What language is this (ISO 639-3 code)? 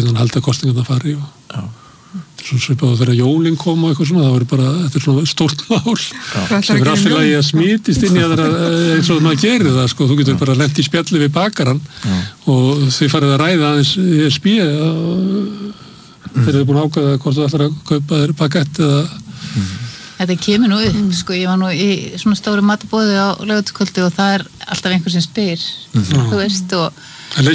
isl